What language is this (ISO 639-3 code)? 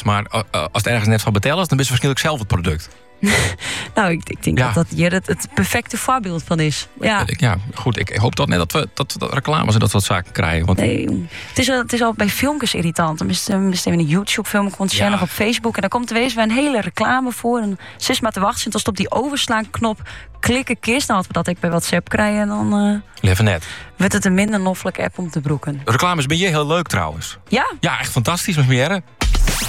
nld